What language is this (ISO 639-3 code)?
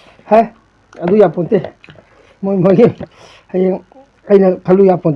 mni